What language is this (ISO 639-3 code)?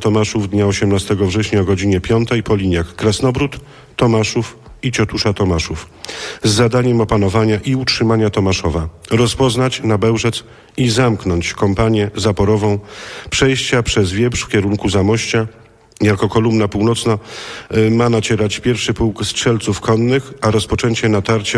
pol